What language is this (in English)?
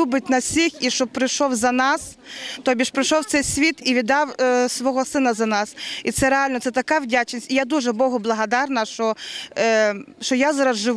Ukrainian